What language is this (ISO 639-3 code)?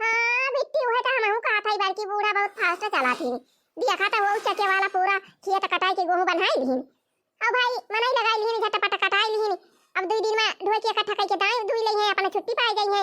awa